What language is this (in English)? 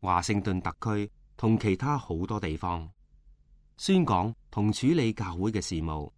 Cantonese